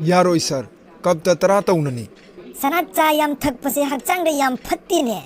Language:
Manipuri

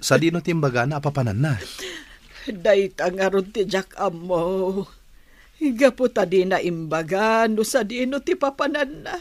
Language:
Iloko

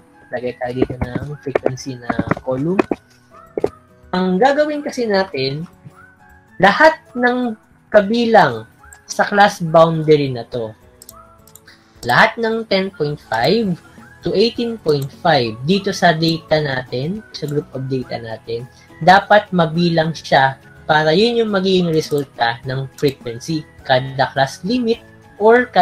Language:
Filipino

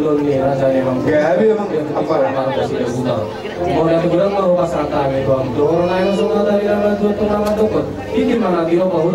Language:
Batak Toba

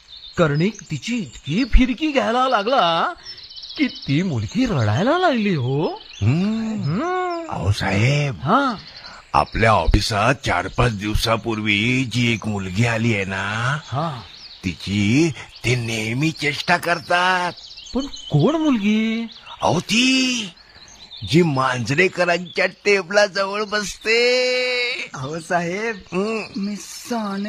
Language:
Marathi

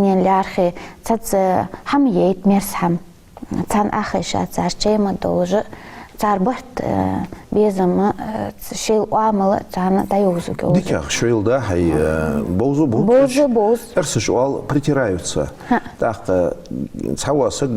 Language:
Ingush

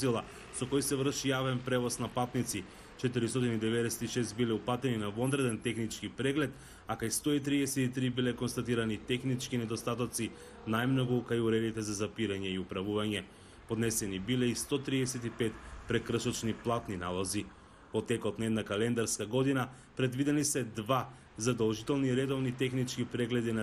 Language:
Macedonian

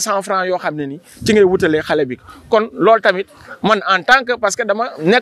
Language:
Wolof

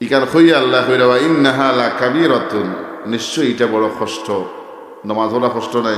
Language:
Sylheti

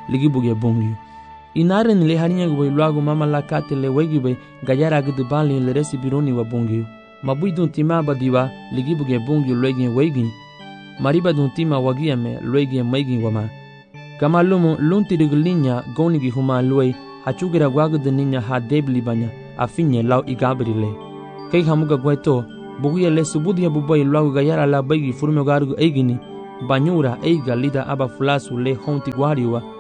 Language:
Garifuna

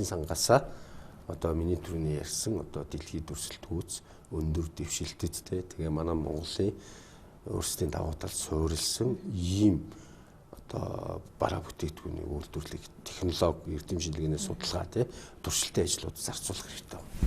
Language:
Mongolian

